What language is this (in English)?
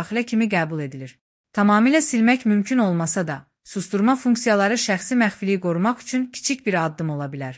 Azerbaijani